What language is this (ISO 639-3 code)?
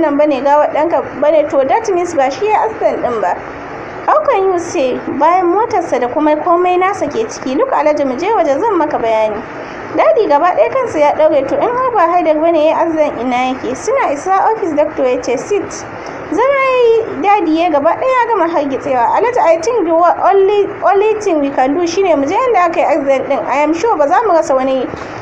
hau